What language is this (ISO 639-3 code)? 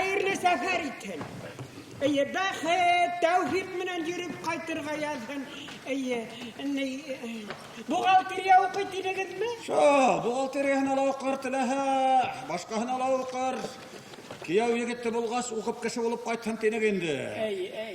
bak